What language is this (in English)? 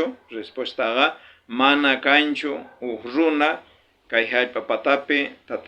South Bolivian Quechua